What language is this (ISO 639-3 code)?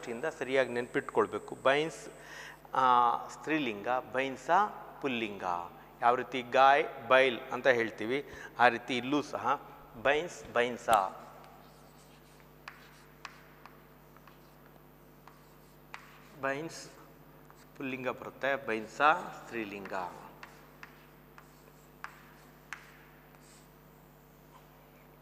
kan